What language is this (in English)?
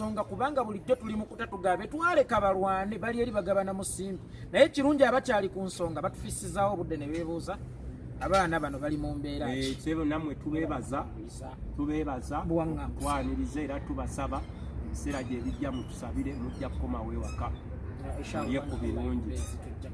Ganda